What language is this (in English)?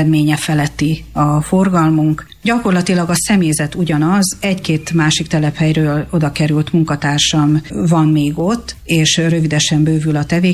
Hungarian